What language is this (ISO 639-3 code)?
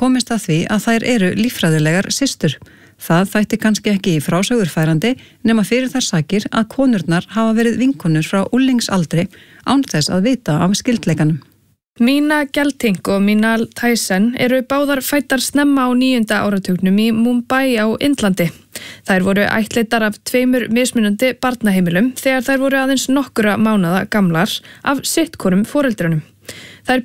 isl